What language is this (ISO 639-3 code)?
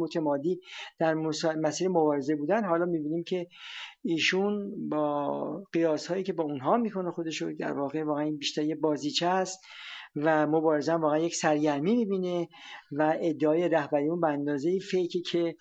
fas